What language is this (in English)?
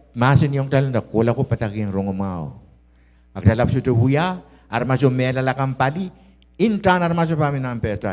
Pohnpeian